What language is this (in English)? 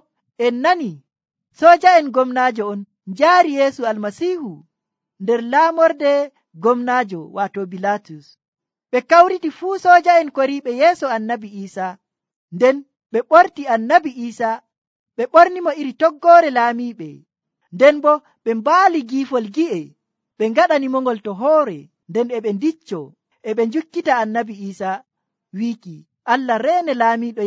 Nigerian Fulfulde